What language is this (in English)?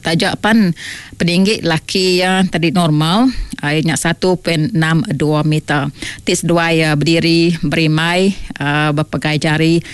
Iban